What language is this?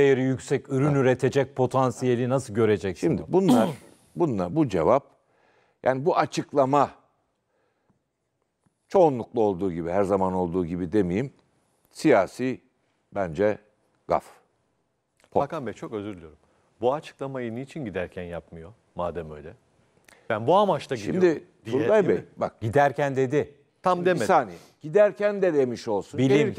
Turkish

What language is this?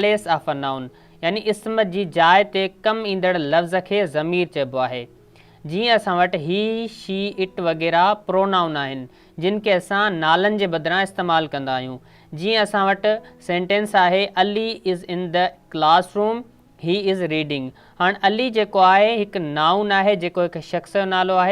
Sindhi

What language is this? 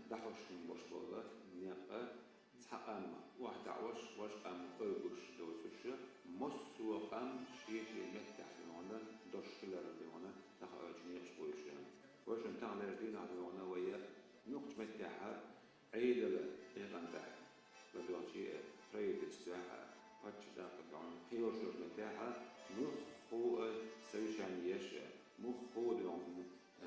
Chechen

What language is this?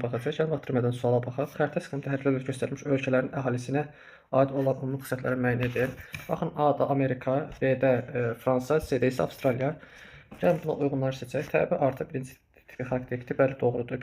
Azerbaijani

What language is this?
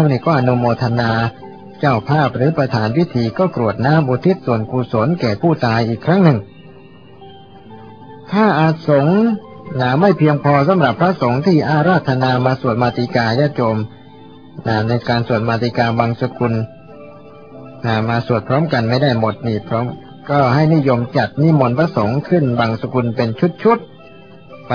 Thai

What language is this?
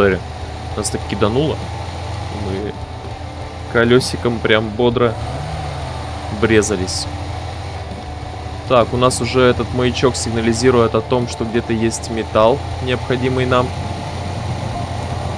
Russian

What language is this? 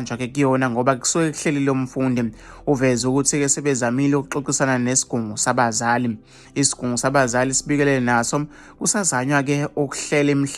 Zulu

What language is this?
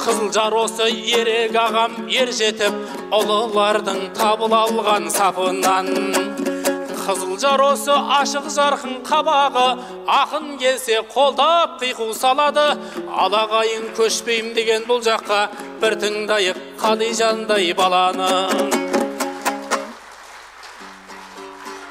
Kazakh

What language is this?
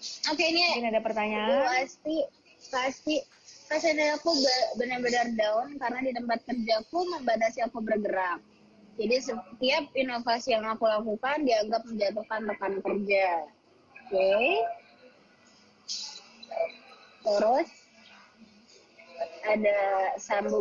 Indonesian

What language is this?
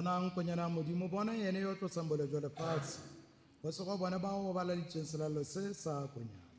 Tswana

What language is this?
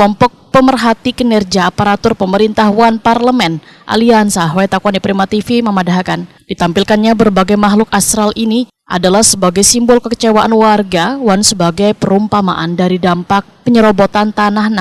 Banjar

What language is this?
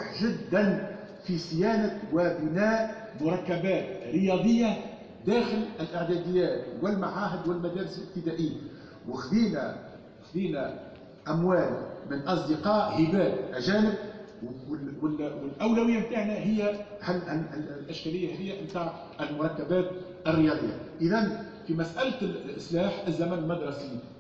Tunisian Arabic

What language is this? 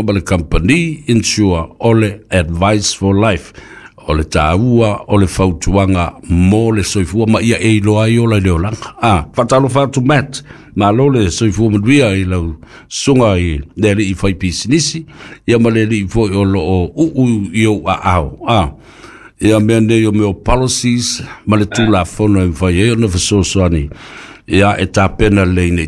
Samoan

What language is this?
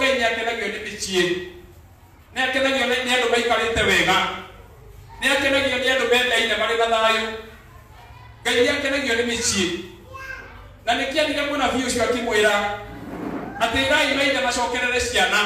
Kikuyu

